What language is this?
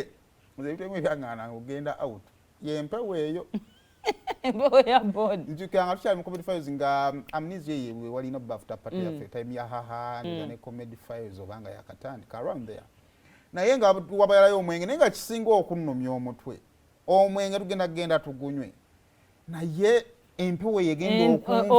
Ganda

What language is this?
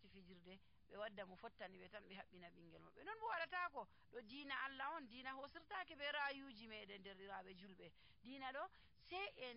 Nigerian Fulfulde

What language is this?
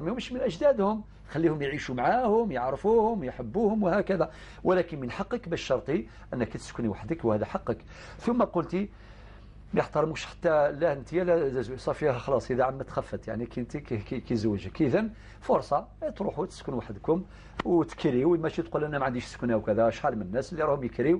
Algerian Arabic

